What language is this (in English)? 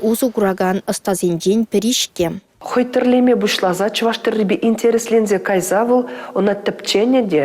Chuvash